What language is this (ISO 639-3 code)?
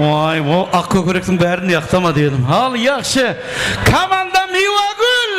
kaa